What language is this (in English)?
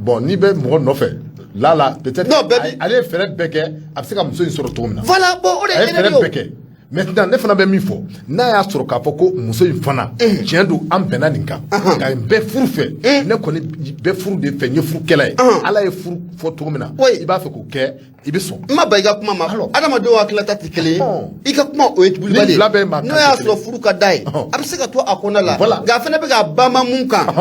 Bambara